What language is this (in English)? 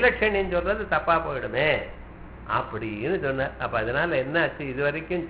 Tamil